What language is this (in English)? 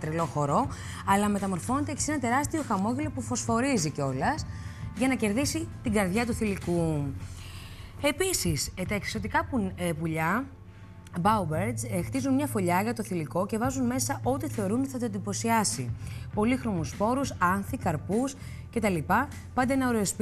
Greek